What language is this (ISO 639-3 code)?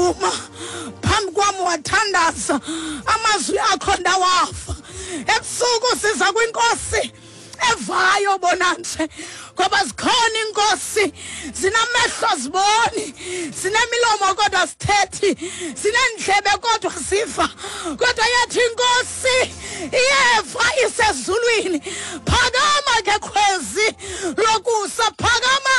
xho